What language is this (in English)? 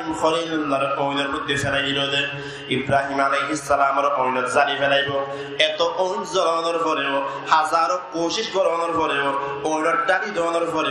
Rohingya